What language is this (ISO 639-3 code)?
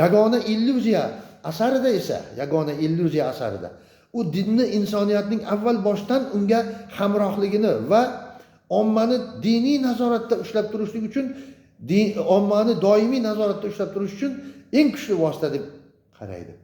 uzb